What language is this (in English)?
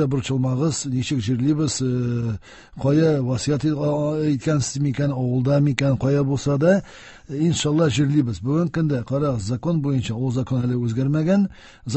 Tatar